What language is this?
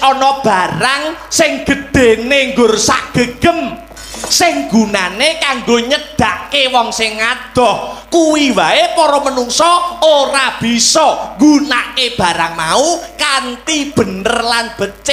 Javanese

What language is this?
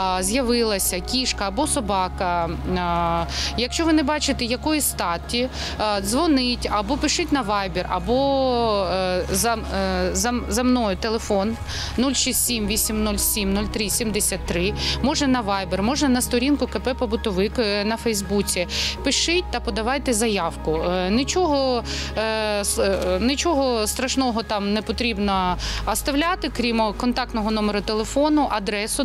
Ukrainian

